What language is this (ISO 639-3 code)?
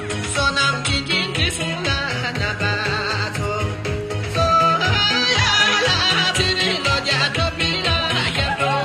bod